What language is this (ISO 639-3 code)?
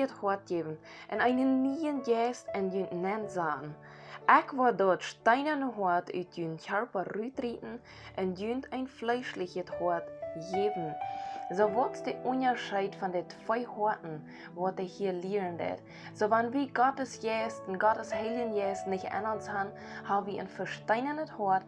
pdt